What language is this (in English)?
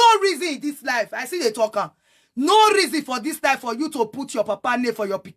Nigerian Pidgin